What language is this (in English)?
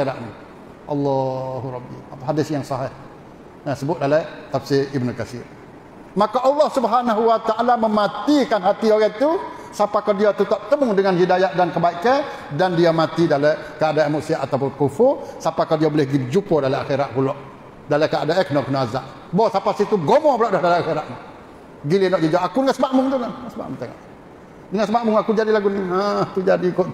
Malay